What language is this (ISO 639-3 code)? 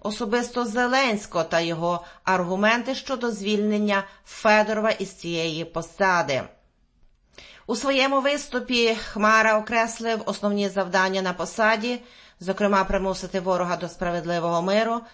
ukr